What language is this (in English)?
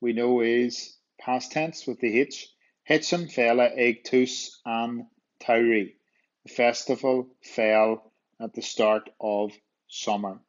Irish